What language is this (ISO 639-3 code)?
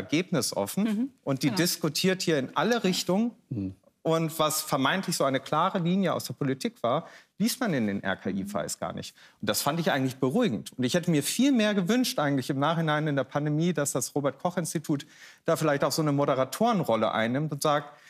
deu